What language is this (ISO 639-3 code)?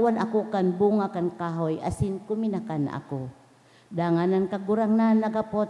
bik